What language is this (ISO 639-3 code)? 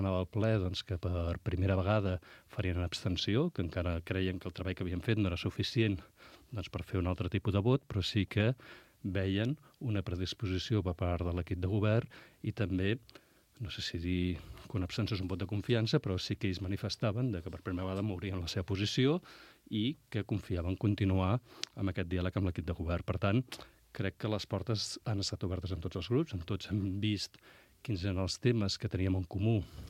cat